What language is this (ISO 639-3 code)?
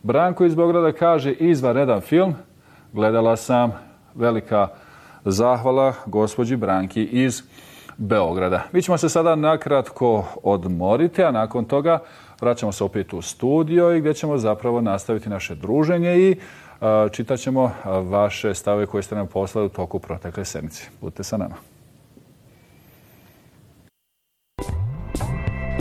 bos